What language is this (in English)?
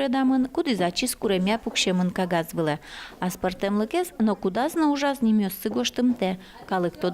Udmurt